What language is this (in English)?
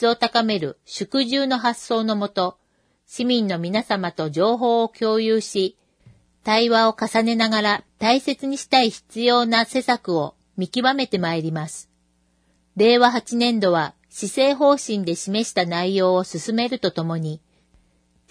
Japanese